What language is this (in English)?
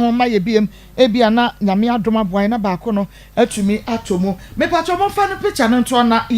Akan